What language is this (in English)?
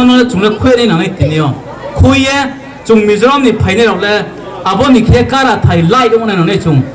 Riang (India)